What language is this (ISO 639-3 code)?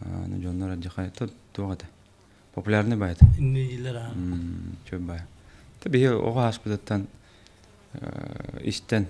sah